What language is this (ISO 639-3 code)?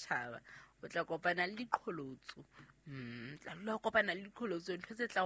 sot